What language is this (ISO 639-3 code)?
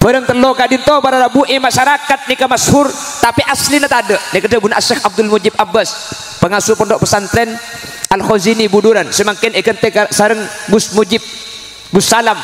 mad